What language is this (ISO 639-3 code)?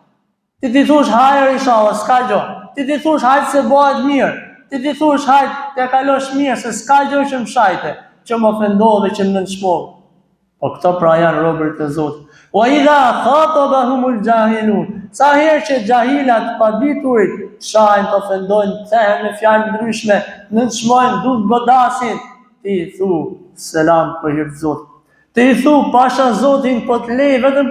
sqi